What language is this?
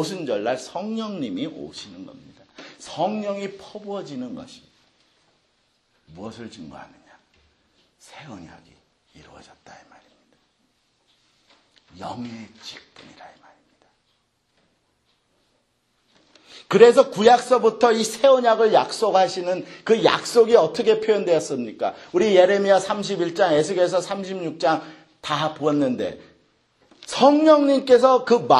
Korean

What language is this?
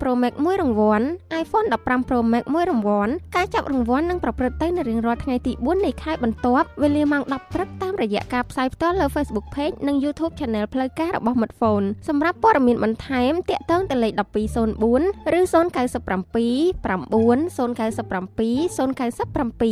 Khmer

